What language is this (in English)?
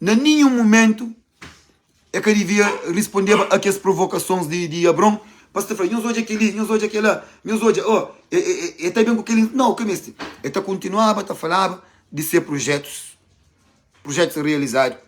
Kabuverdianu